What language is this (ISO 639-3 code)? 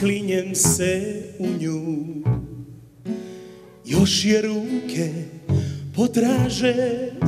hrv